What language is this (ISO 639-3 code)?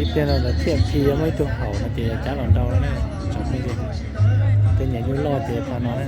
hmn